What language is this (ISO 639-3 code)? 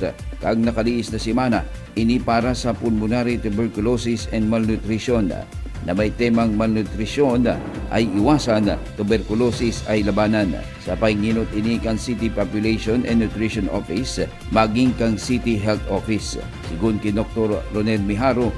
bik